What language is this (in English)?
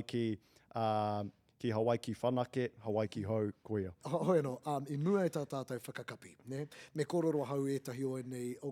Māori